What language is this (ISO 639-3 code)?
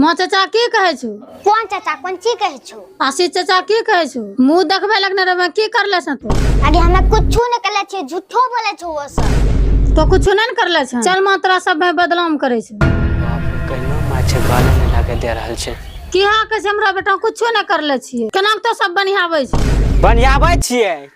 anp